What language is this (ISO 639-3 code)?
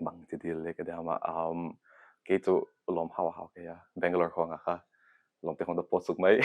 pck